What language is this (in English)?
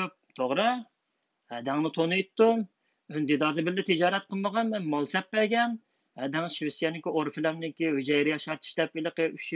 Uyghur